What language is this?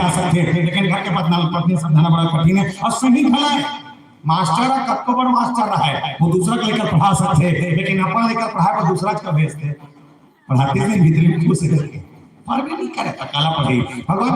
Chhattisgarhi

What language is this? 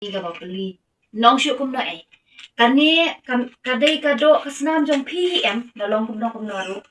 Khasi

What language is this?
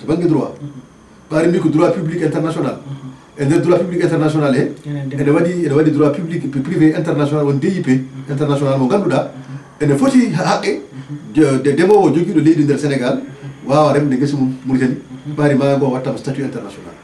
Fula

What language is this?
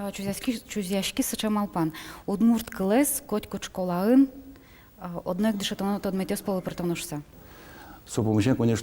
Udmurt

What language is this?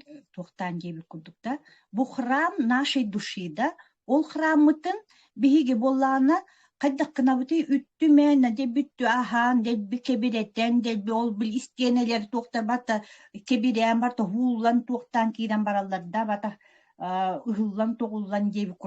Yakut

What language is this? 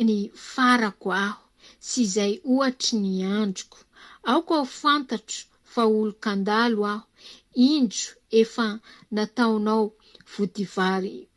Malagasy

